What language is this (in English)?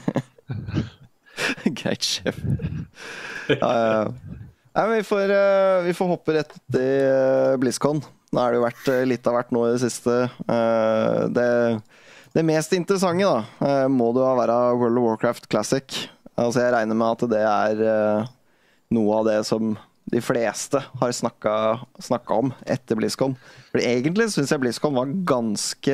Norwegian